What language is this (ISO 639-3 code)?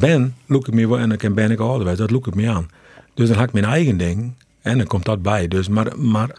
fry